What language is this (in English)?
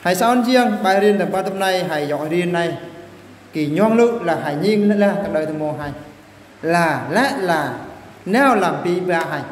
Eastern Bru